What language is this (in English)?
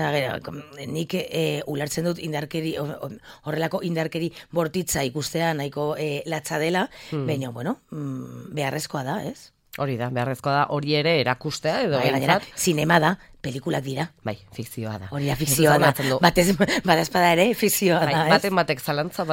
Basque